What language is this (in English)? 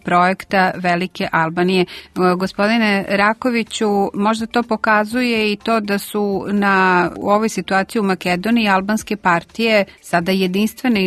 Serbian